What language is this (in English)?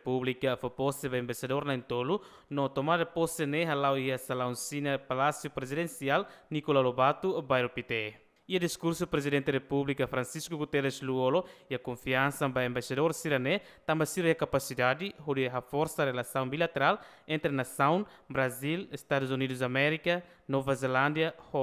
Tetum